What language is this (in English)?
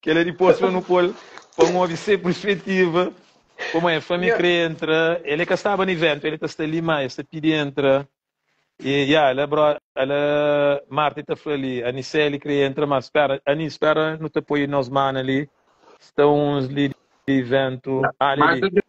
Kabuverdianu